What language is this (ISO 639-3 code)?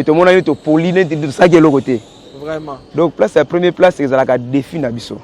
lin